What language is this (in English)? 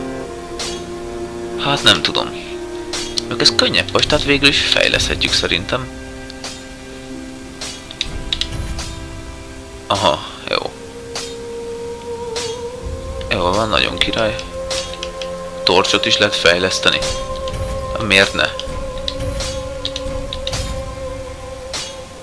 Hungarian